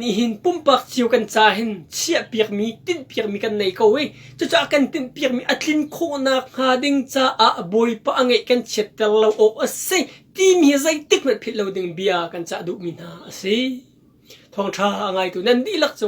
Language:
Hakha Chin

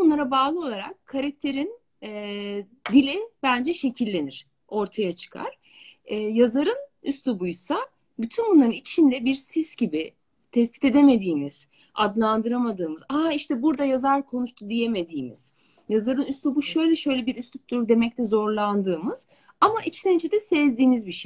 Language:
Turkish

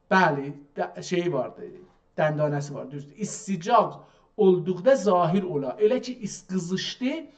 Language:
South Azerbaijani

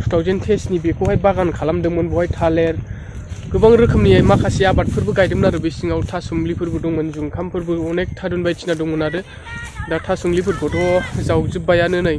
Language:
Bodo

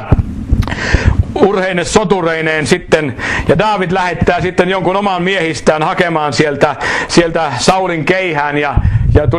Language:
Finnish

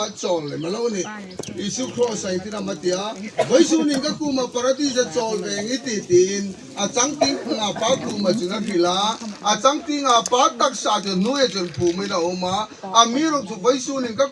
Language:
Hmar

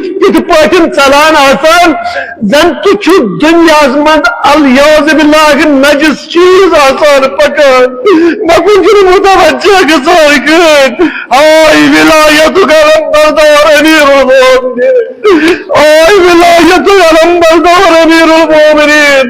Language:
Kashmiri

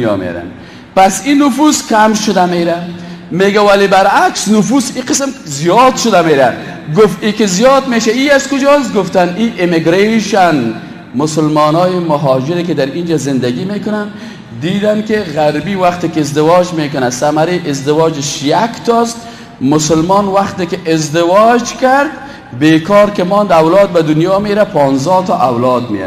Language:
Persian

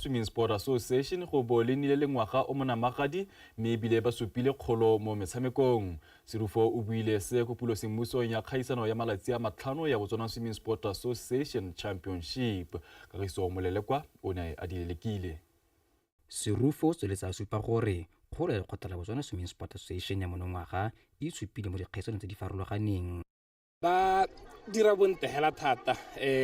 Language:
Tswana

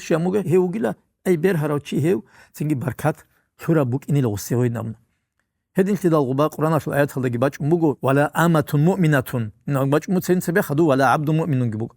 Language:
Avaric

